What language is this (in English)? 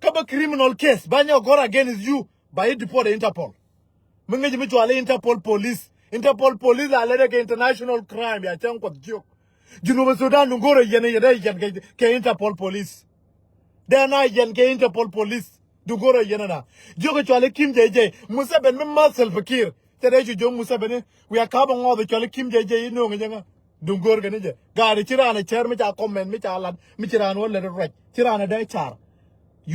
Nuer